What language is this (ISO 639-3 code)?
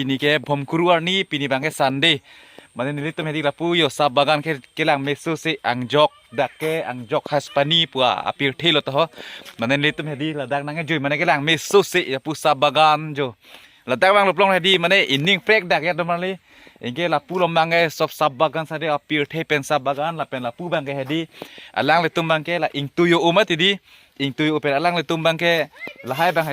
mjw